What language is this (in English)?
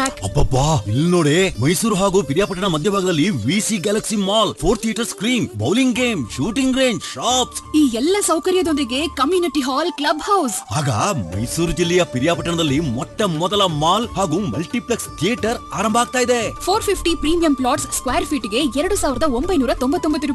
Kannada